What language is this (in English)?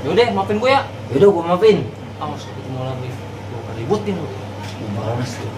Betawi